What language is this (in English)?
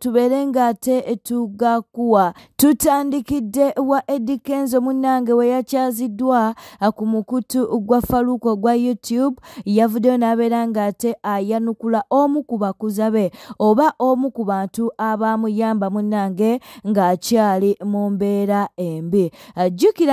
Ganda